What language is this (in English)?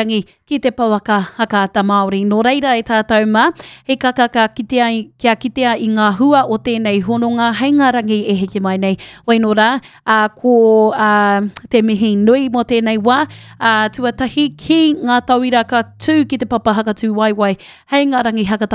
Māori